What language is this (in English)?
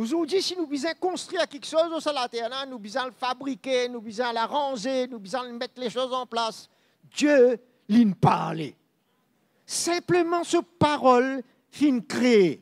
Morisyen